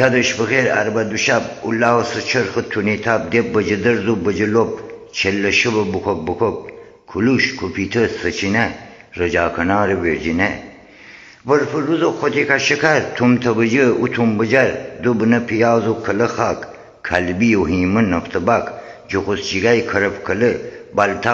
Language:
Gilaki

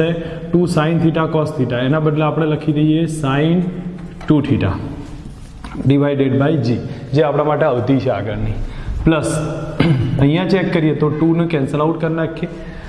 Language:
Gujarati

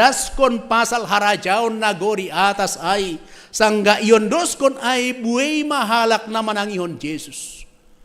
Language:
Batak Simalungun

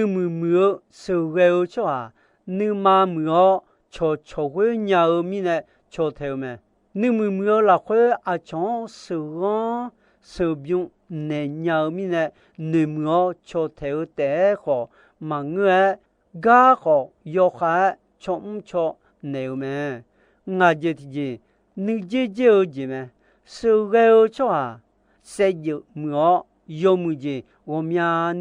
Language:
Akha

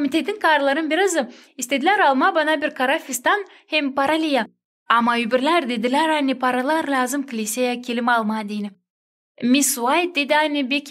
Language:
Gagauz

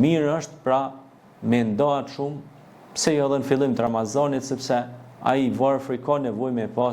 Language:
Albanian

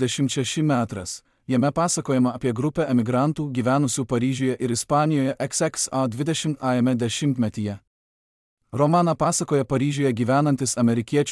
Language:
Lithuanian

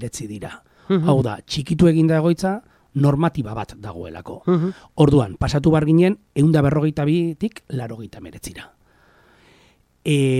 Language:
Basque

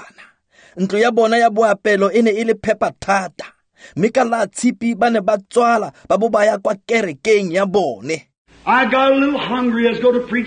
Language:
Tswana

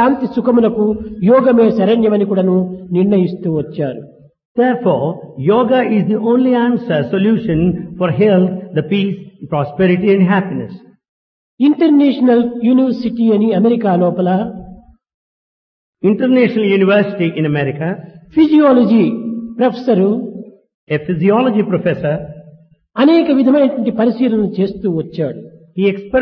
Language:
Telugu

